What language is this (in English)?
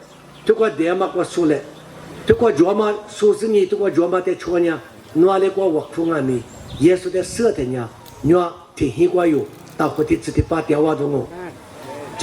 Lisu